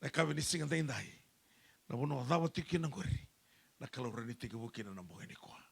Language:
Fijian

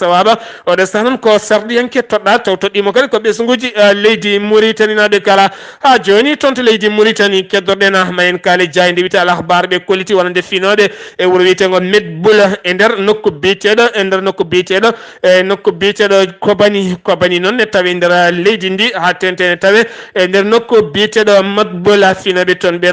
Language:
Fula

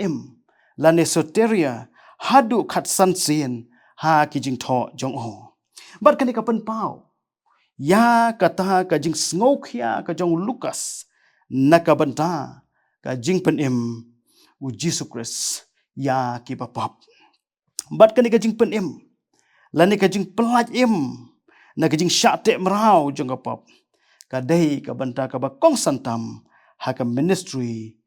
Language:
Khasi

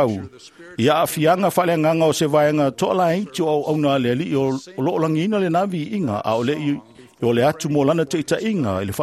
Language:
Samoan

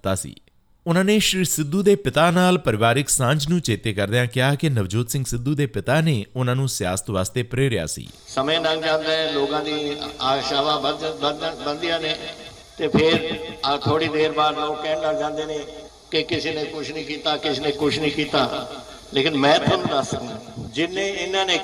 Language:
Punjabi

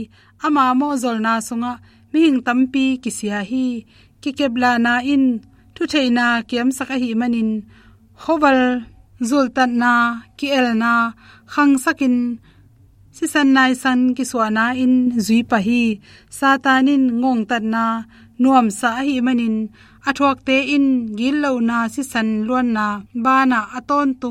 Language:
Tedim Chin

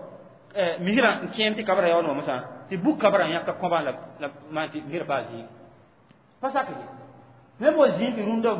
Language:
Mossi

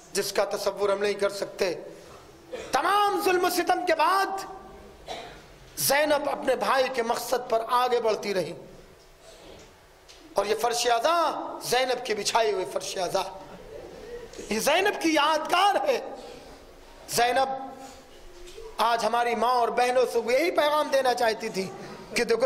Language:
Urdu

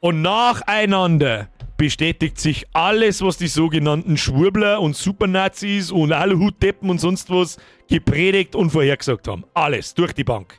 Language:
Bavarian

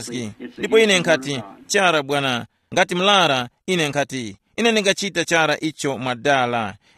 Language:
Tumbuka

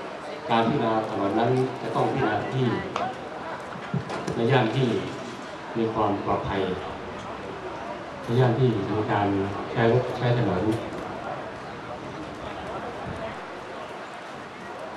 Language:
Thai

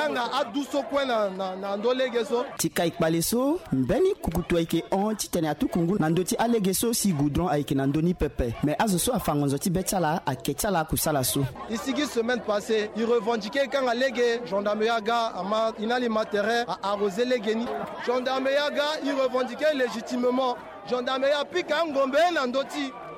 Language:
Sango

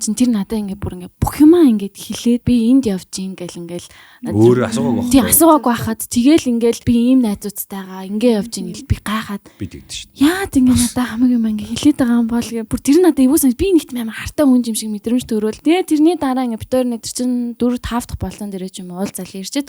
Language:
Mongolian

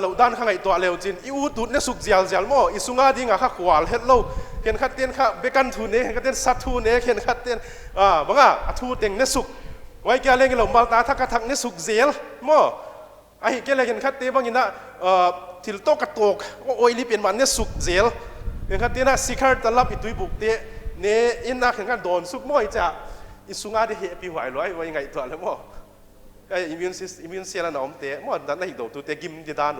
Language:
Paite Chin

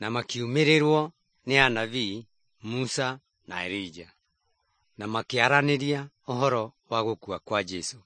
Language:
Kikuyu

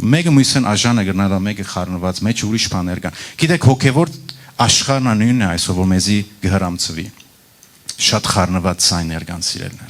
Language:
Western Armenian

